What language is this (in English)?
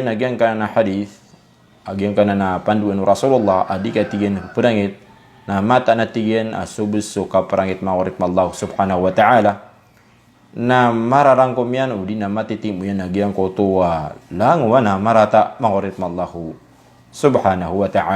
Maranao